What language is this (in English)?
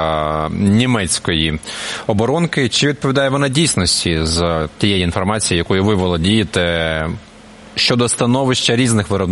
Ukrainian